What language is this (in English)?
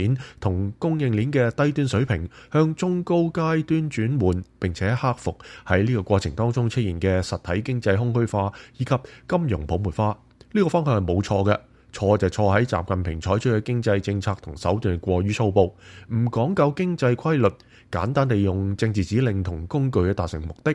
Cantonese